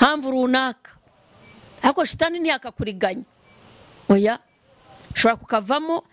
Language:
Kinyarwanda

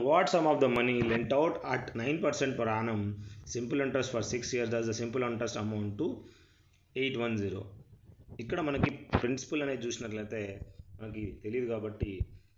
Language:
Telugu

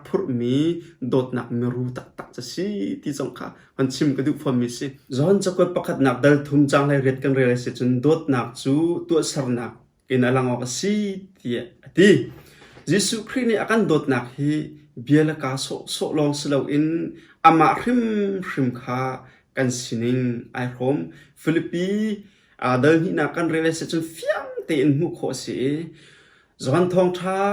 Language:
Hakha Chin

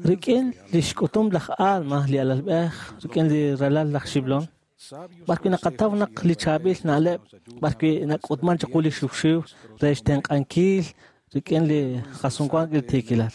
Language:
Kekchí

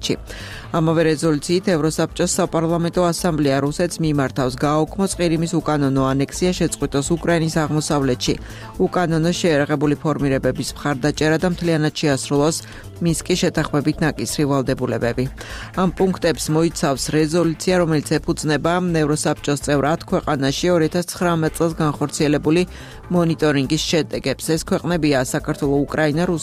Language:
Georgian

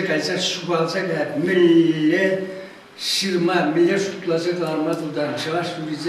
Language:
Chuvash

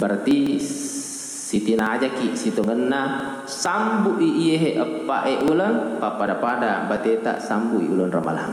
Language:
Buginese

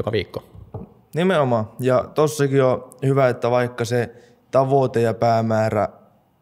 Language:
Finnish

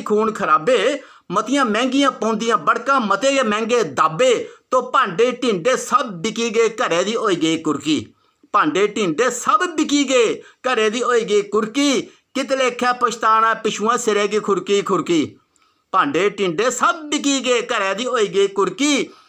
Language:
Dogri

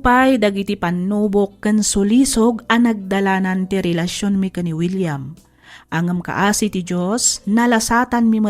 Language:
Iloko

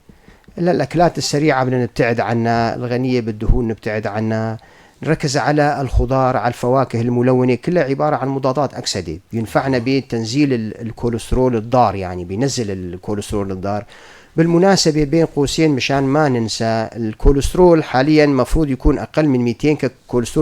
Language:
North Levantine Arabic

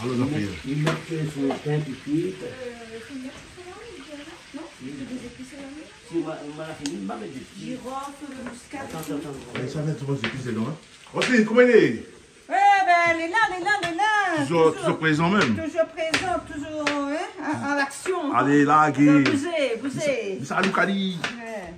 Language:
Réunion Creole French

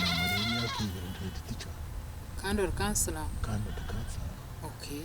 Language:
Nyankole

